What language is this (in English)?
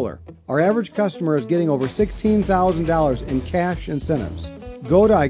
English